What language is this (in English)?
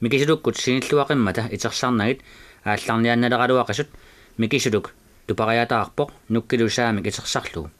Kalaallisut